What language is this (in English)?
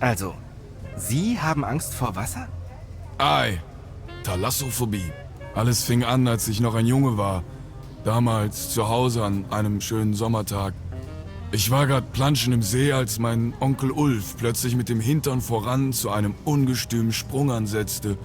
Bavarian